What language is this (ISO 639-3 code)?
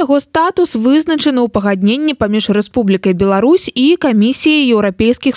bel